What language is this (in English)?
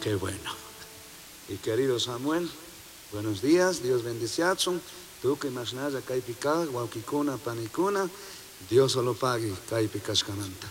Chimborazo Highland Quichua